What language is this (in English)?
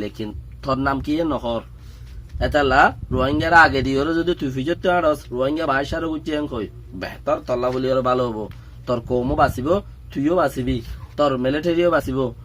Rohingya